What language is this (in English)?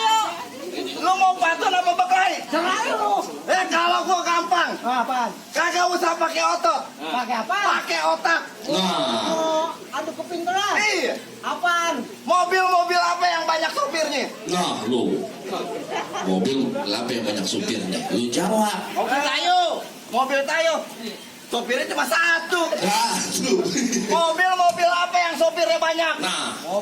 Betawi